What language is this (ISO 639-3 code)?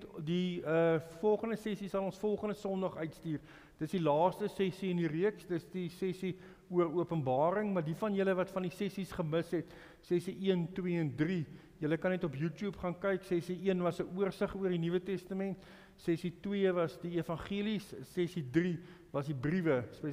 afr